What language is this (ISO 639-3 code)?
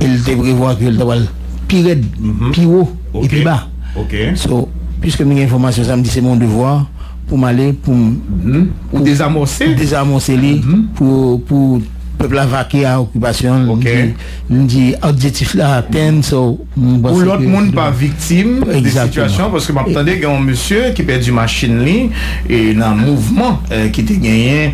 hat